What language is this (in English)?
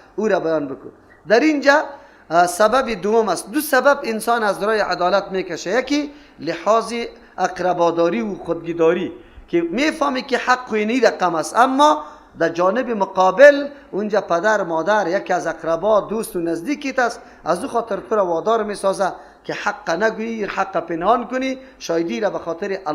Persian